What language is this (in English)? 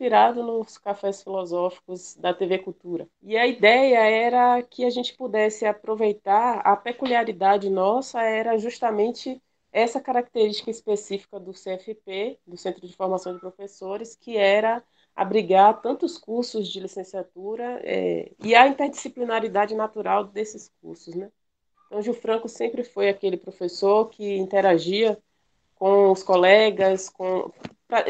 Portuguese